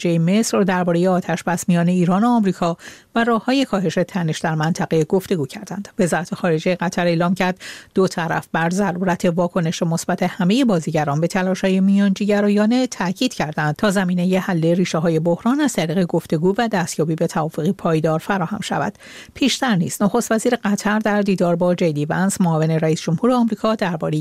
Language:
Persian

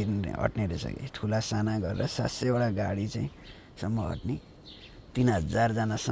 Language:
Nepali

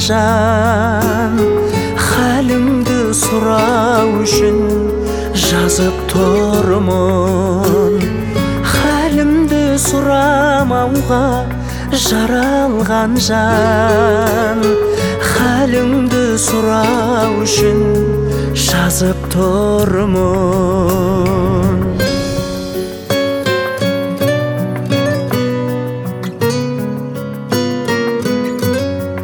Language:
Kazakh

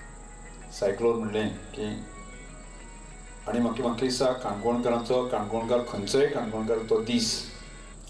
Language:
Konkani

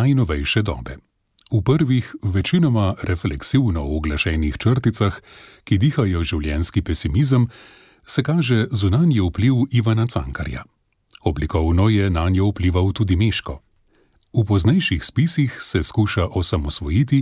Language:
Slovenian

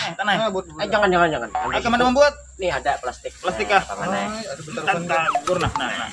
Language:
Banjar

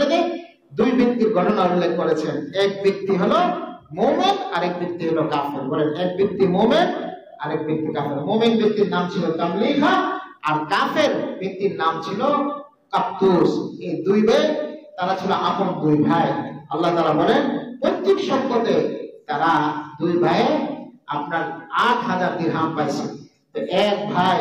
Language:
Bangla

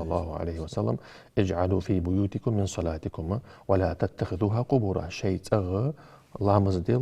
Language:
Ingush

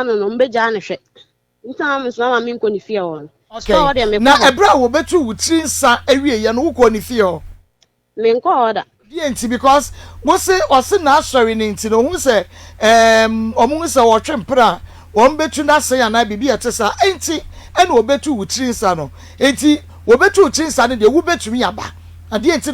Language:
Akan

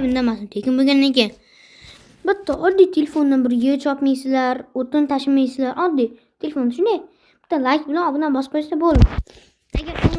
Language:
Uzbek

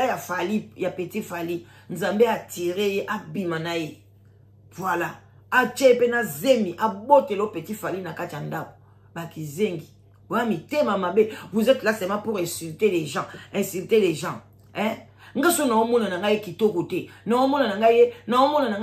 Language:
Lingala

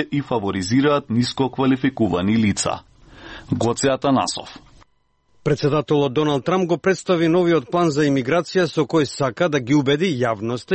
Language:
Macedonian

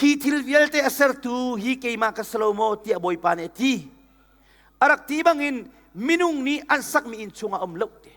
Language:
Hakha Chin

